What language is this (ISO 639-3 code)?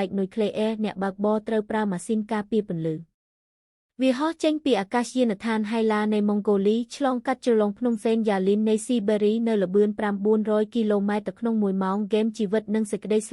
khm